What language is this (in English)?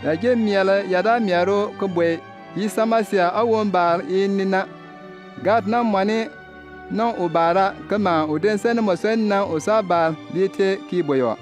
Bimoba